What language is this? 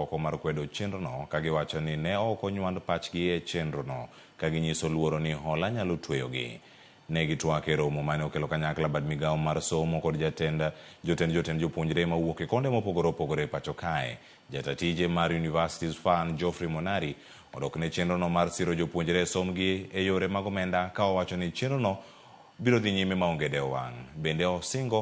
Luo (Kenya and Tanzania)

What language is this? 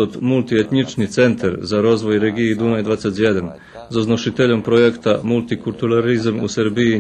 Rusyn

